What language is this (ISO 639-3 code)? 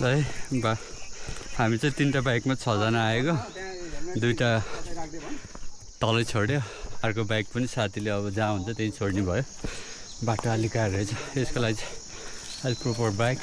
nep